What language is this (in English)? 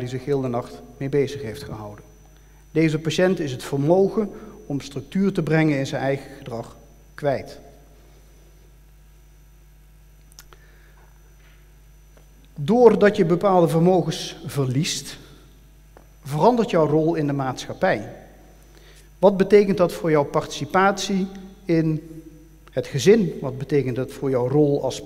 Dutch